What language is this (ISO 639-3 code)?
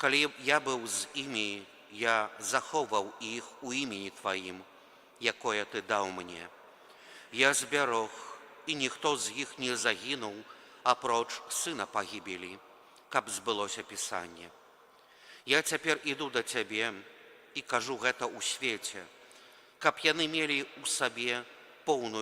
bel